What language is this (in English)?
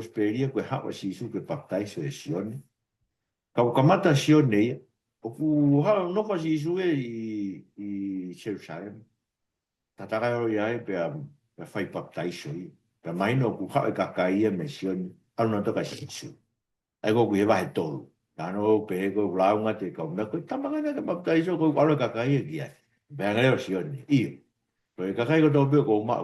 Tongan